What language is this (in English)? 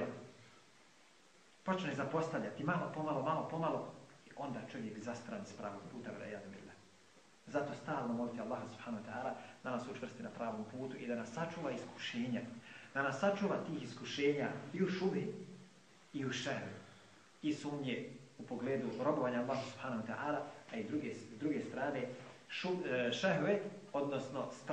Bosnian